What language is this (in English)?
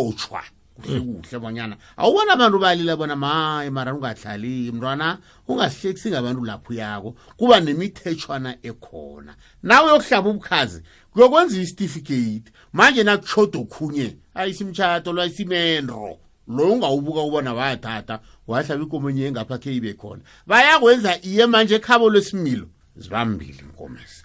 South Ndebele